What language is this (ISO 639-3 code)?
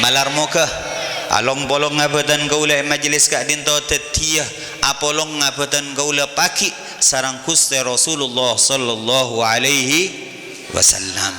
mad